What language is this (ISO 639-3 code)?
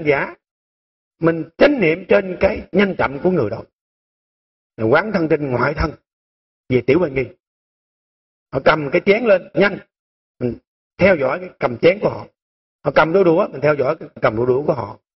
vie